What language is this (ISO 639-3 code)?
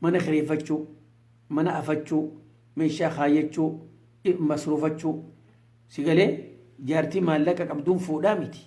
orm